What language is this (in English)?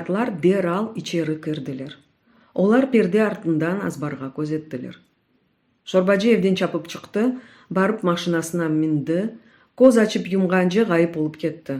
Crimean Tatar